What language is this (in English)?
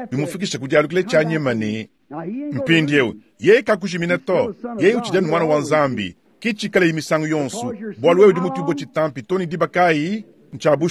Luba-Lulua